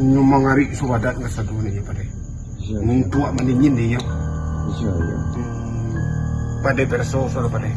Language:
Minangkabau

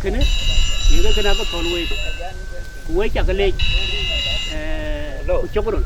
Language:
Dinka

